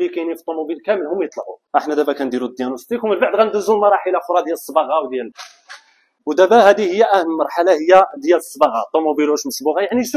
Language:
Moroccan Arabic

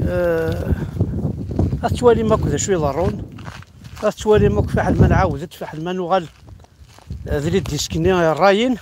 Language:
Kabyle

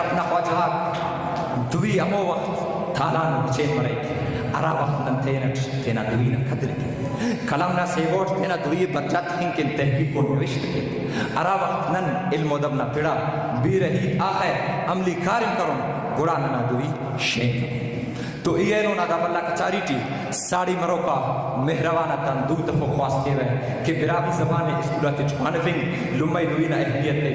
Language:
Brahui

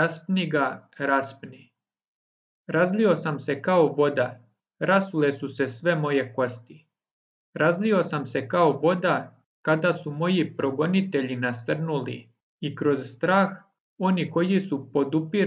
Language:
Serbian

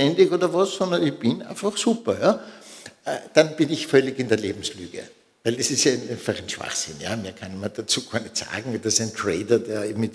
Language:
German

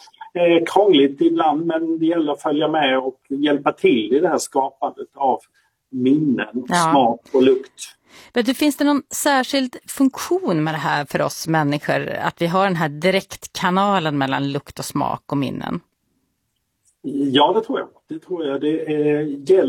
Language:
Swedish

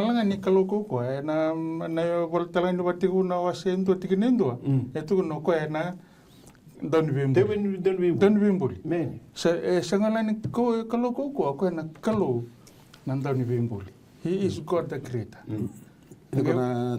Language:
Fijian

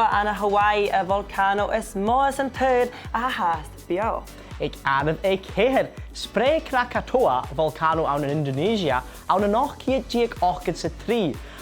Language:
Scottish Gaelic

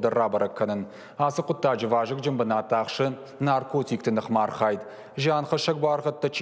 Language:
Ossetic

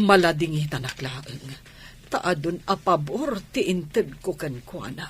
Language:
Iloko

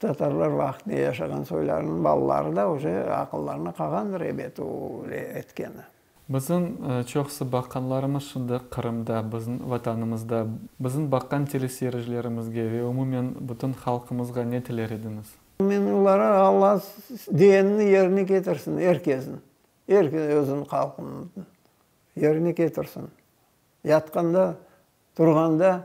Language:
Crimean Tatar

